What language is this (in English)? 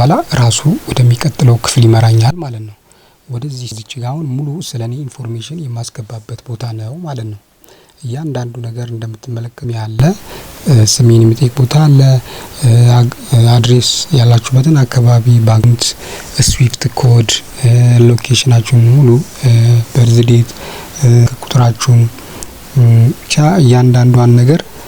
Amharic